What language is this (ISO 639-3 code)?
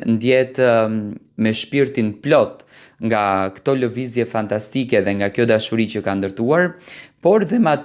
sqi